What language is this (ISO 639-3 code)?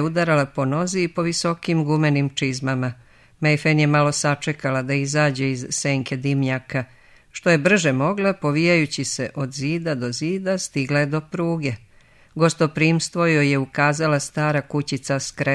srp